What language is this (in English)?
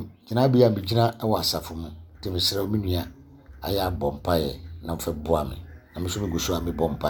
Akan